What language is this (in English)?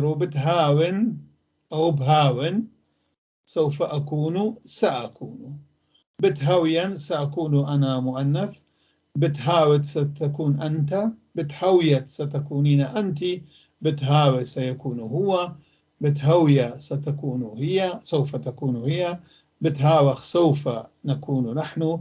North Levantine Arabic